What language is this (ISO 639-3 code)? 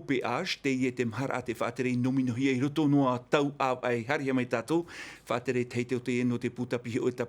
tah